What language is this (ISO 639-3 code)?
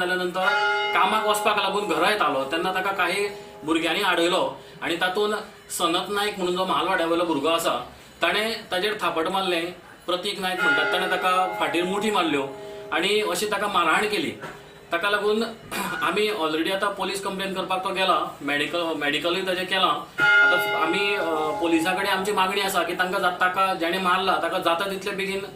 kok